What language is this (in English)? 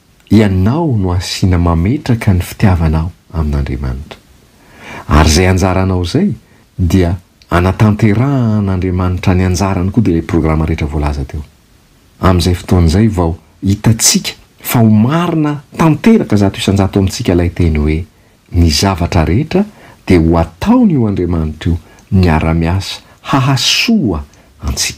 Malagasy